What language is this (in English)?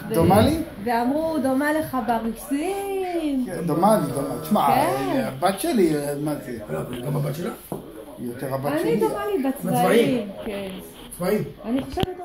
Hebrew